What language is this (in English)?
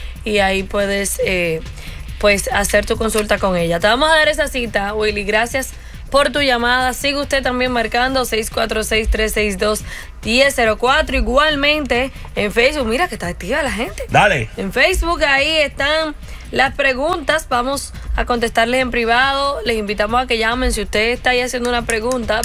Spanish